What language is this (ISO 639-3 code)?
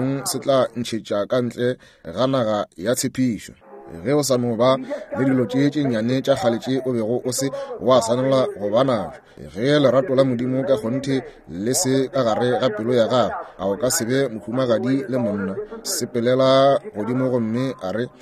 nso